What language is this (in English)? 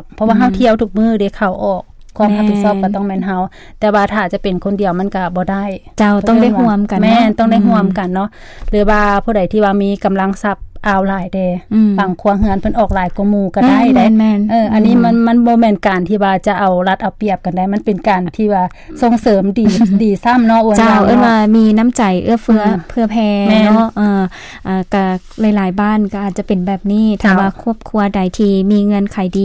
Lao